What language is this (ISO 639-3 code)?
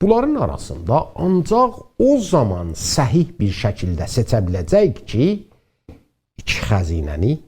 azb